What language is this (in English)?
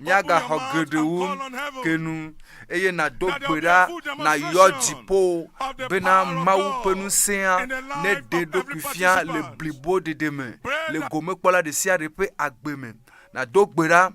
Ewe